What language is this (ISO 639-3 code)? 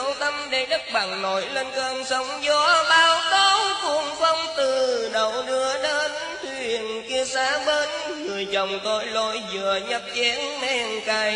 vie